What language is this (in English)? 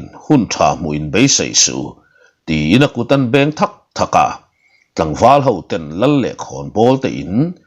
Mizo